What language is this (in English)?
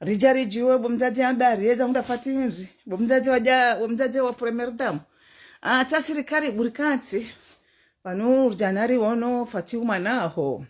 Ngazidja Comorian